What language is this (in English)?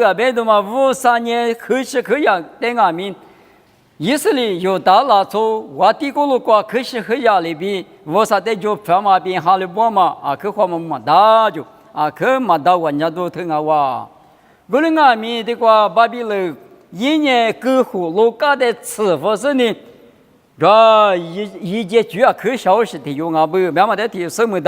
Lisu